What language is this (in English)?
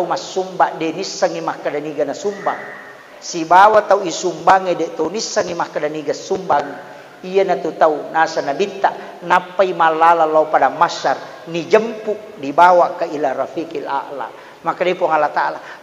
Buginese